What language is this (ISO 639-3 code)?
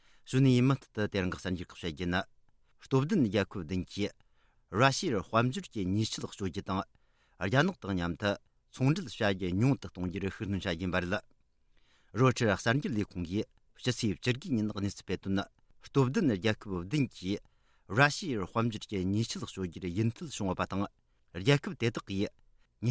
bod